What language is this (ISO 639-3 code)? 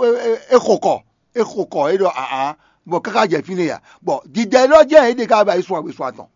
fon